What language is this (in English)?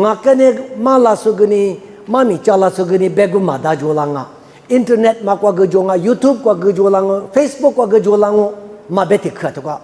Lisu